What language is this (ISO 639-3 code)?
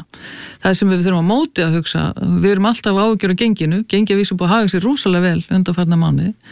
isl